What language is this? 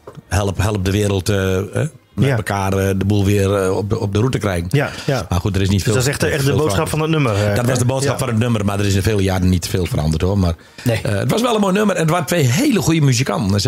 Dutch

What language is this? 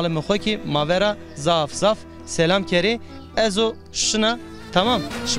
Zaza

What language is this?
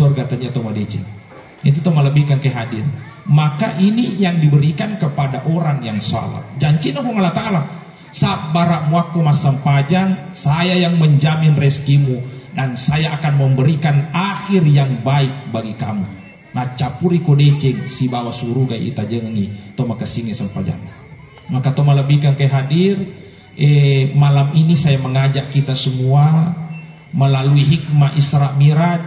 Buginese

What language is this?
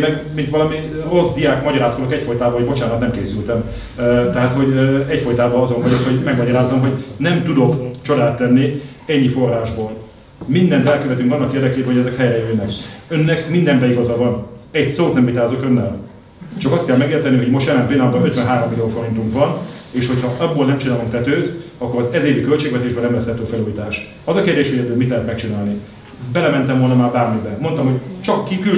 Hungarian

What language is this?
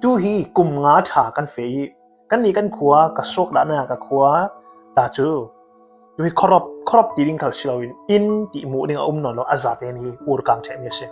Falam Chin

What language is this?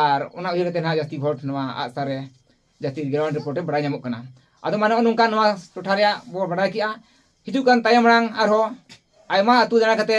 Santali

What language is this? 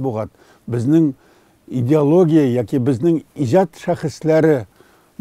Tatar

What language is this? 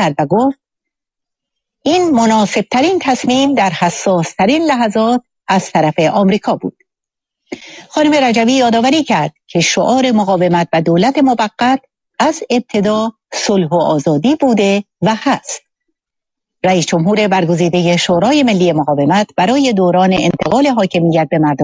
Persian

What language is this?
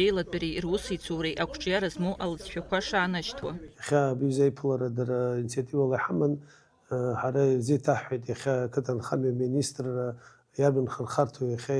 Abkhazian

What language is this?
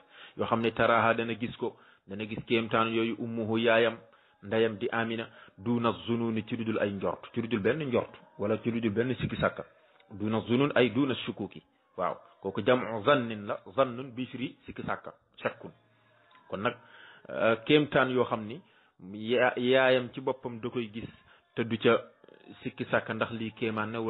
Wolof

